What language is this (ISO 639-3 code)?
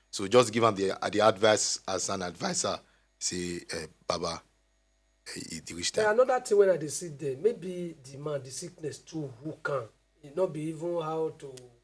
pcm